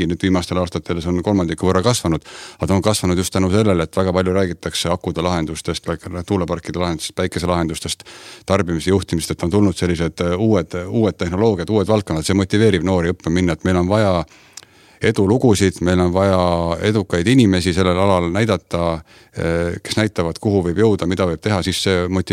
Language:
Estonian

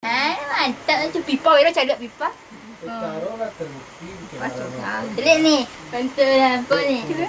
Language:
Minangkabau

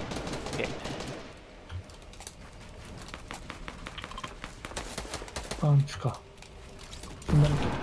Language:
Japanese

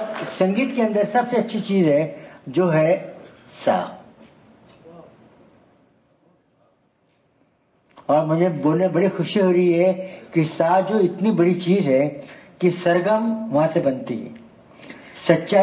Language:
Hindi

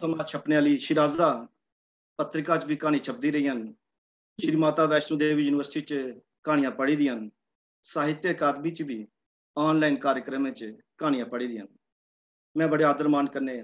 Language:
Dogri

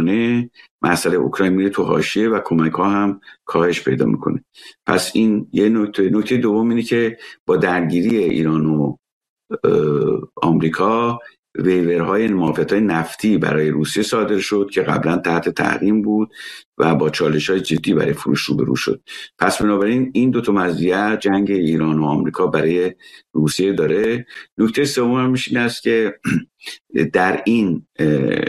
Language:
Persian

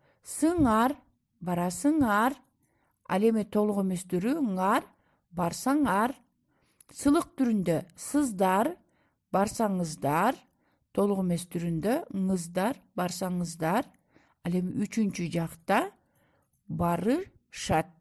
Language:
Kyrgyz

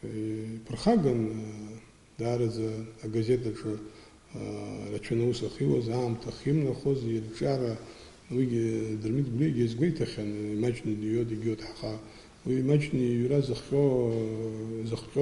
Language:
Abkhazian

